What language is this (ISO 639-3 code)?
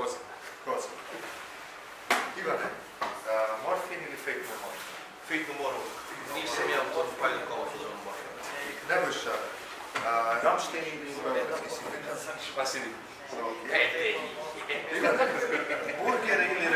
srp